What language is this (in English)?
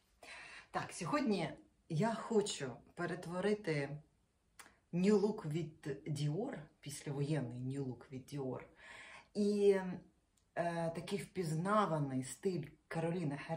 Ukrainian